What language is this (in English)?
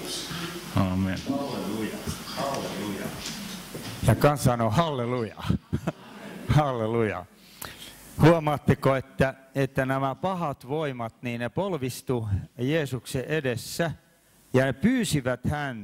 Finnish